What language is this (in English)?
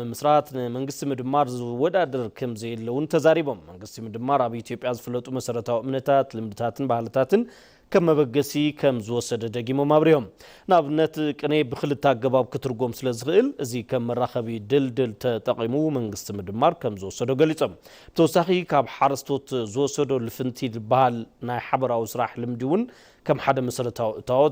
Tigrinya